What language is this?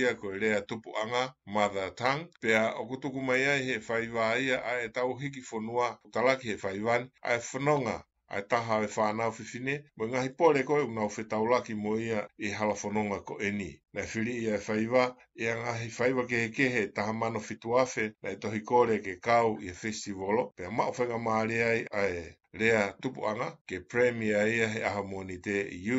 Tongan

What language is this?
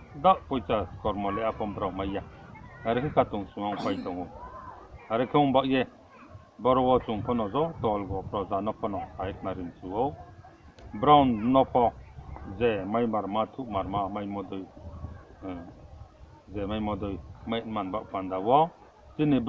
Riang (India)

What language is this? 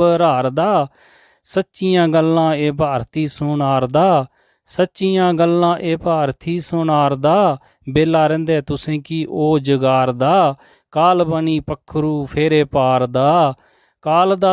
Dogri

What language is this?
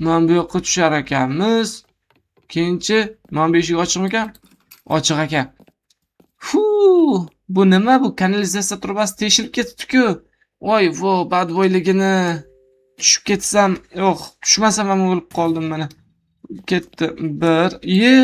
Uzbek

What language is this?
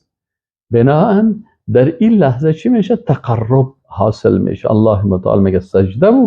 Persian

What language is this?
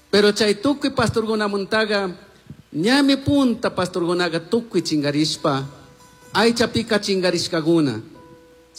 Chimborazo Highland Quichua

